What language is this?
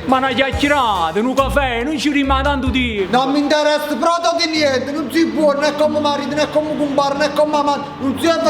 Neapolitan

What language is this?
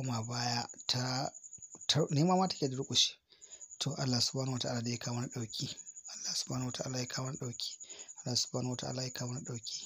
Hausa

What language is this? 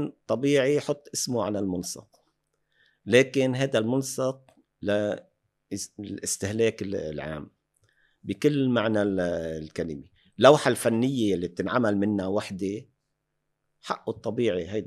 North Levantine Arabic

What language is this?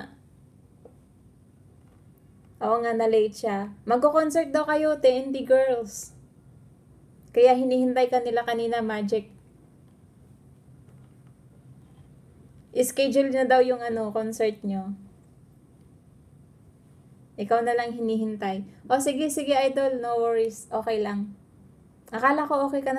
Filipino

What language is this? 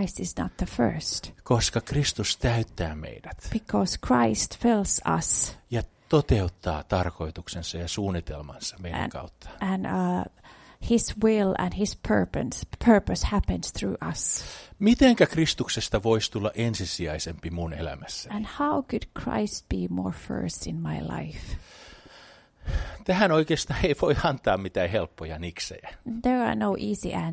Finnish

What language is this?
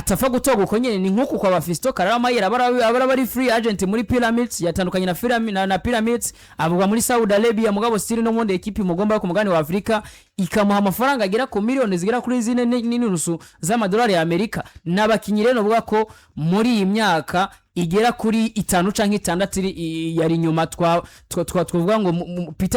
Rundi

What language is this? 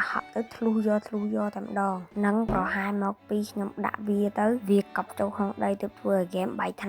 Khmer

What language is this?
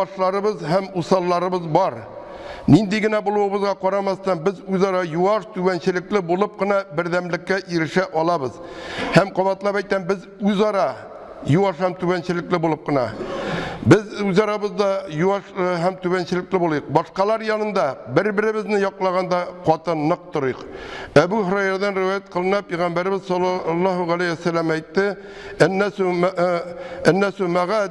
Tatar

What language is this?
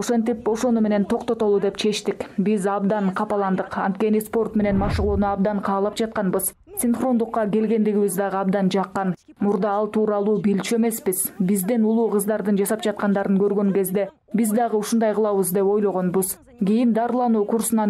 Kyrgyz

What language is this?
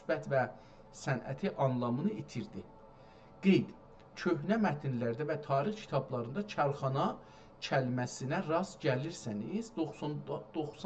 South Azerbaijani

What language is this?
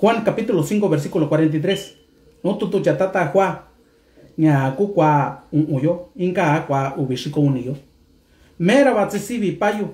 Mixtepec Mixtec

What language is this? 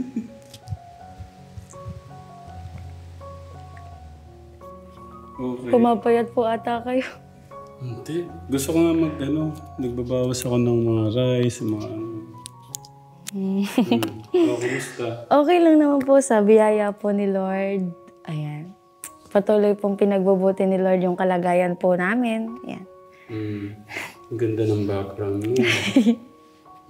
Filipino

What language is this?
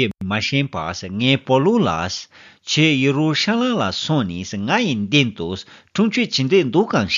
Tibetan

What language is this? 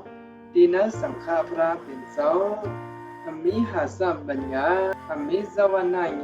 Shan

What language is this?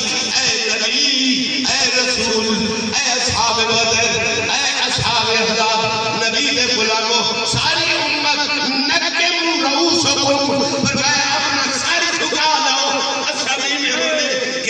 Saraiki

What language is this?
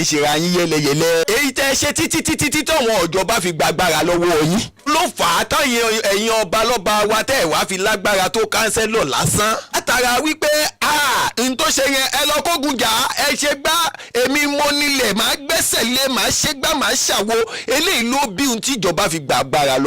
Yoruba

